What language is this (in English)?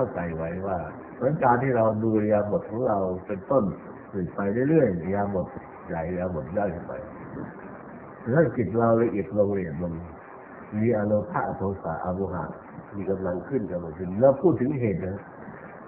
Thai